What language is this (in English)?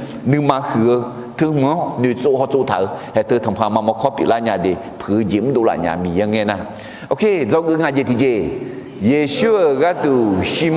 Akha